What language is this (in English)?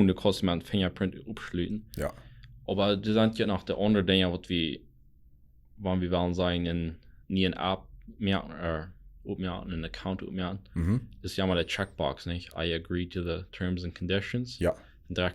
Plautdietsch